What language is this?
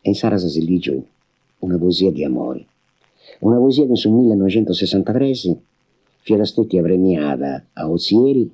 Sardinian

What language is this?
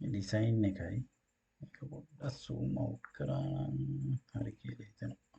Sinhala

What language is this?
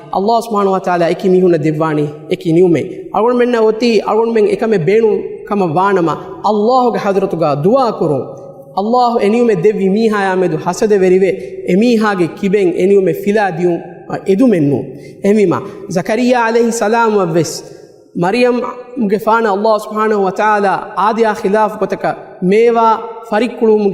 Divehi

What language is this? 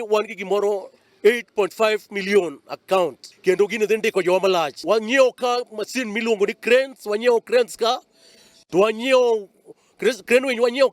Luo (Kenya and Tanzania)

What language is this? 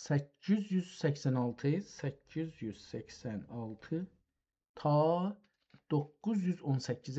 South Azerbaijani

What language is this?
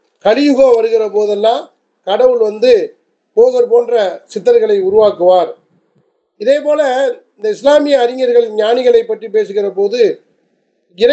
Tamil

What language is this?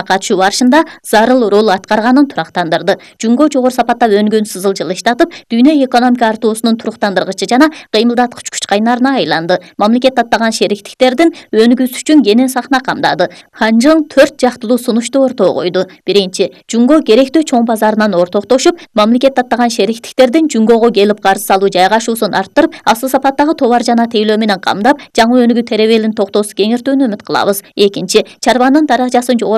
Kyrgyz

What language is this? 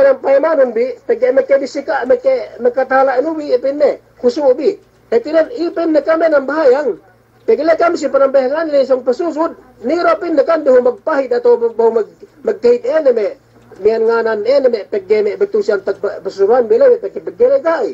Yakan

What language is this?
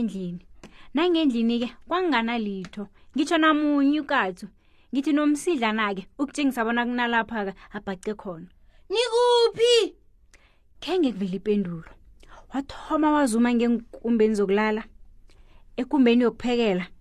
South Ndebele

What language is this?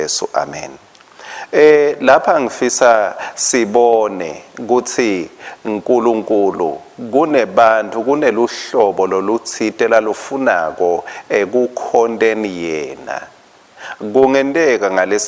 Swati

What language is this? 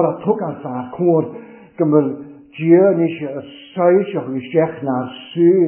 Welsh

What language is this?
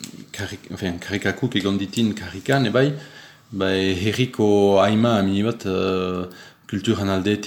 Basque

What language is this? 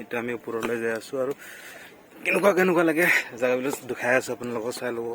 Assamese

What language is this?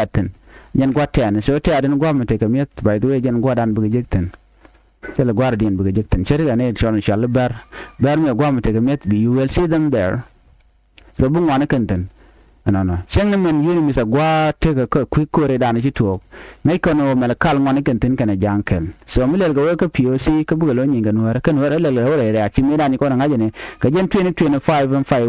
Nuer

